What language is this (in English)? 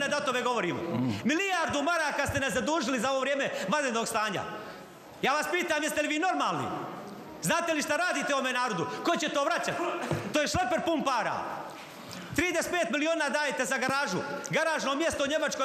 Bosnian